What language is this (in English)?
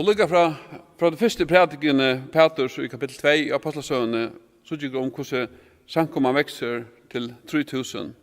Faroese